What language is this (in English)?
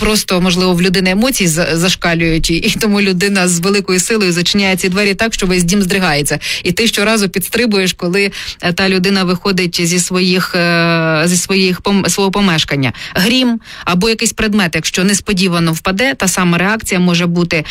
Ukrainian